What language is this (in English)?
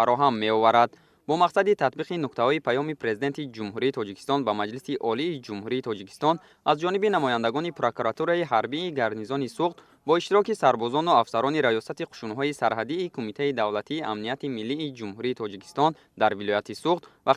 Tajik